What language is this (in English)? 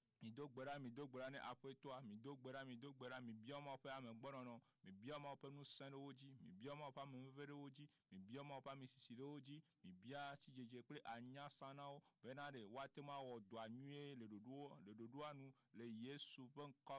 Ewe